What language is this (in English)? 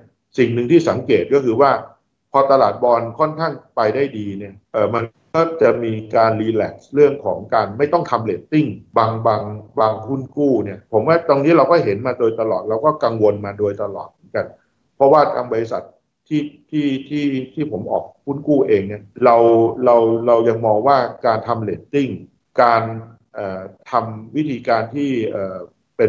Thai